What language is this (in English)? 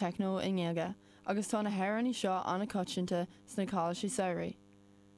Irish